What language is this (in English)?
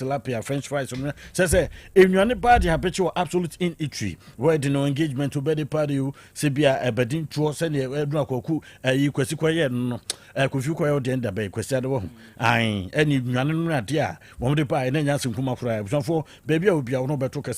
Akan